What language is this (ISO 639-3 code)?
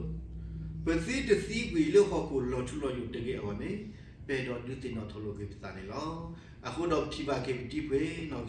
ksw